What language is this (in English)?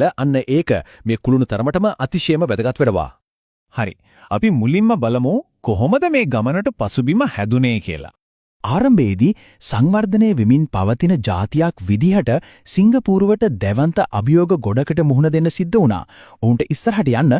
Sinhala